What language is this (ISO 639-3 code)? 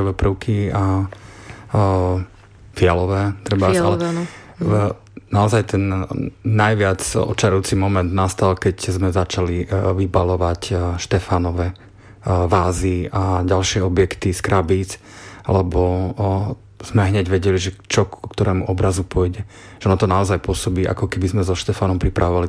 slk